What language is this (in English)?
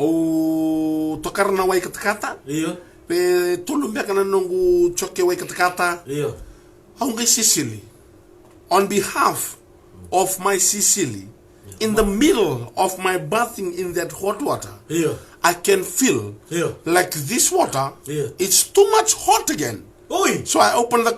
Fijian